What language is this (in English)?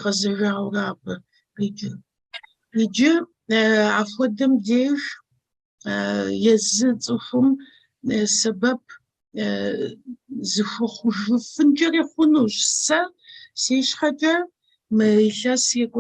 Kabardian